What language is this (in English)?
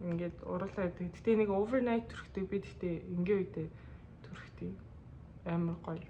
Mongolian